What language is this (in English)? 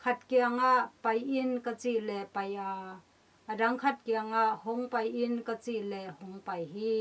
Tedim Chin